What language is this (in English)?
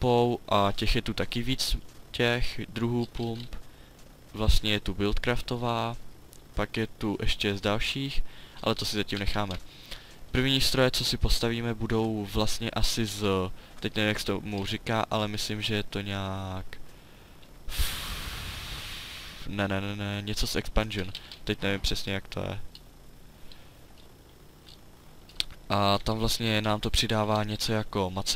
Czech